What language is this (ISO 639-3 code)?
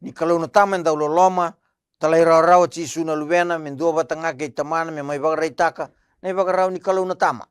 fij